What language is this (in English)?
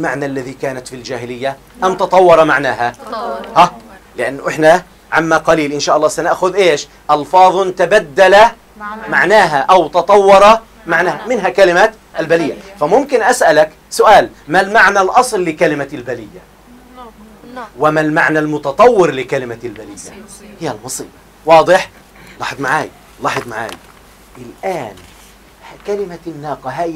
Arabic